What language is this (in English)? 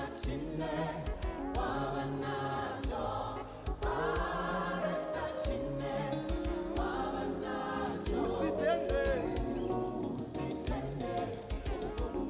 Venda